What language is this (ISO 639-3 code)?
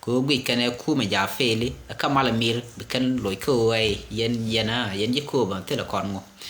nus